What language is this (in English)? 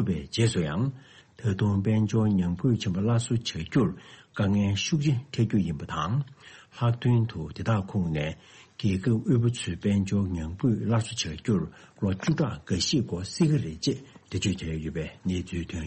Tibetan